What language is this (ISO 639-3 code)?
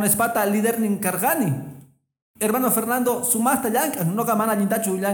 que